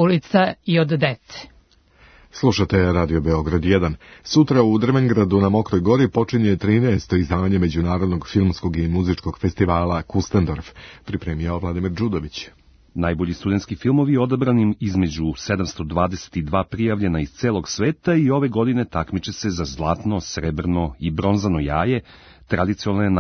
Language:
Serbian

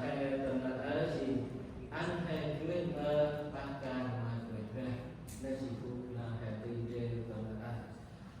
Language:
Central Mnong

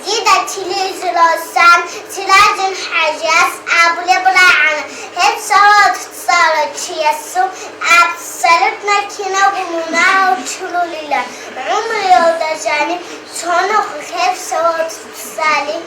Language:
Avaric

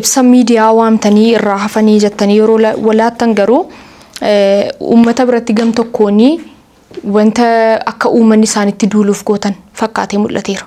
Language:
Oromo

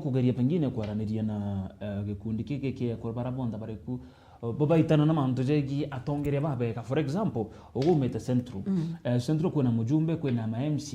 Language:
Meru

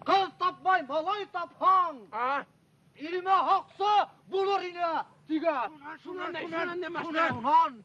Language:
Bashkir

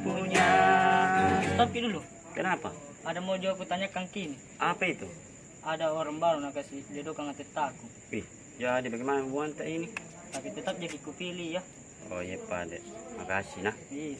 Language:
Makassar Malay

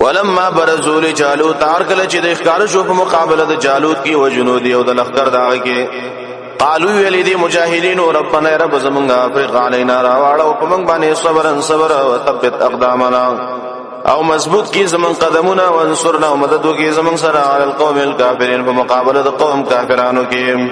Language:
Pashto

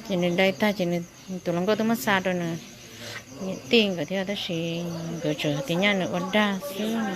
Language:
Hmong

